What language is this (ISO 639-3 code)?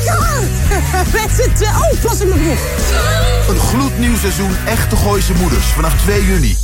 nld